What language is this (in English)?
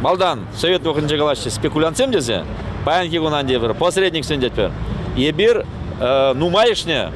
Chuvash